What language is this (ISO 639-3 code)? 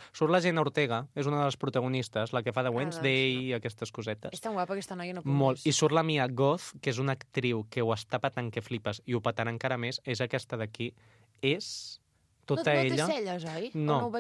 cat